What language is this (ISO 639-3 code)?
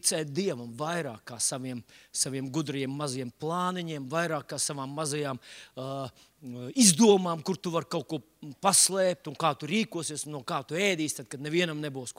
lav